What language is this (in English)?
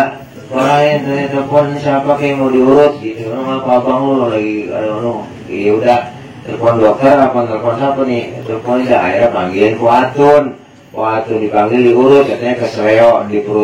Betawi